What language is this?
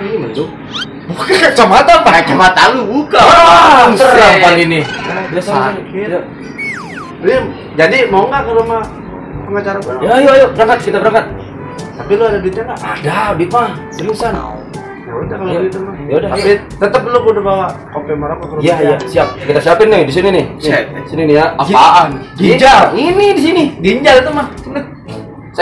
Betawi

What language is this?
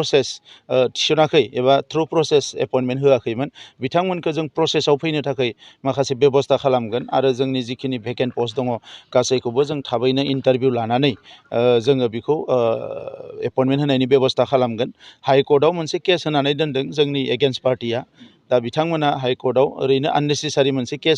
Bodo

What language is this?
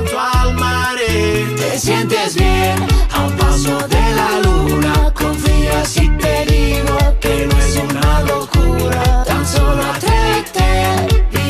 Italian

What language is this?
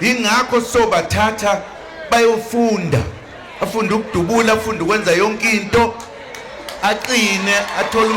Zulu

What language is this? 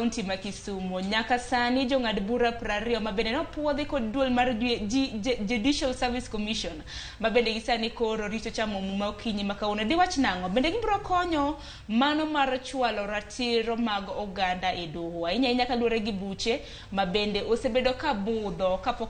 Luo (Kenya and Tanzania)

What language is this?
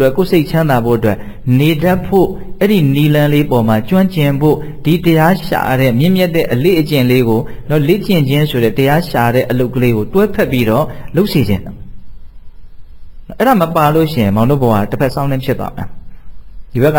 Burmese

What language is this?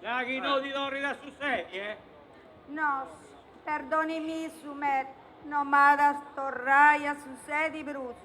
Sardinian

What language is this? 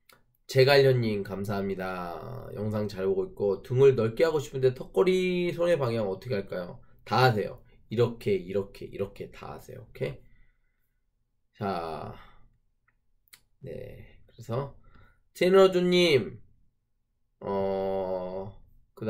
Korean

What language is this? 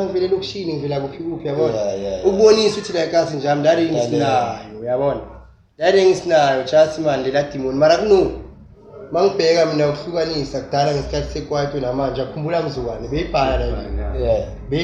Zulu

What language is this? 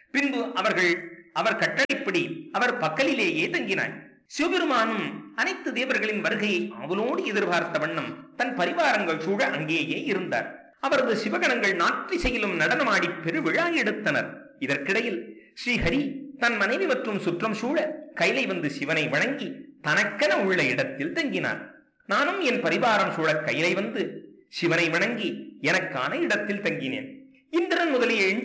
Tamil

